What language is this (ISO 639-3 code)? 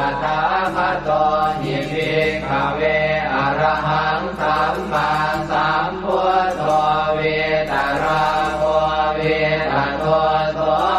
pli